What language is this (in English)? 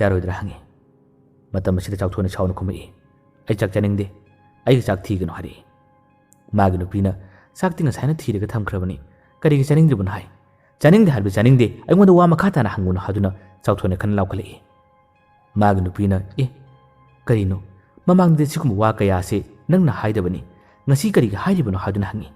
Manipuri